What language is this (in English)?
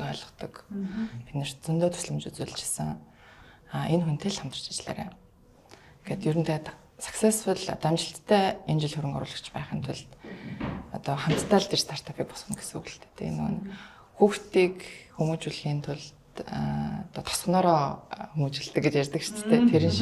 Mongolian